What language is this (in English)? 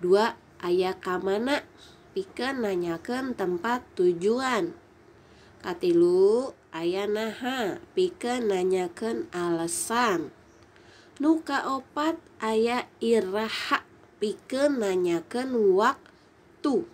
Sundanese